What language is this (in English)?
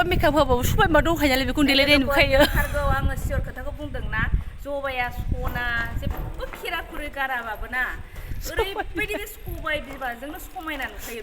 Bodo